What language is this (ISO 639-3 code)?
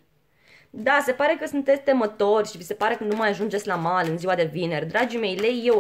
ron